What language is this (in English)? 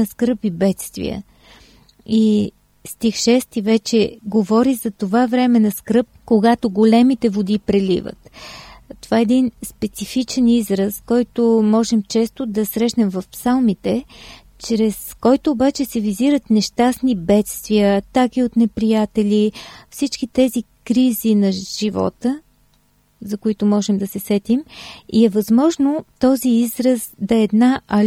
Bulgarian